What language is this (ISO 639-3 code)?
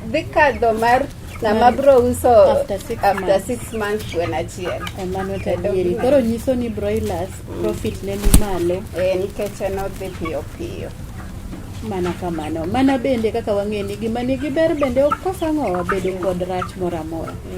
luo